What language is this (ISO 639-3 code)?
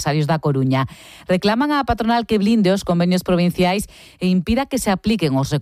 glg